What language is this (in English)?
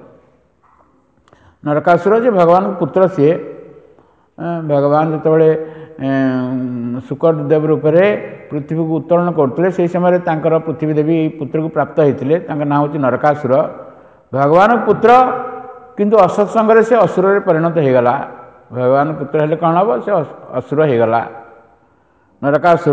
Odia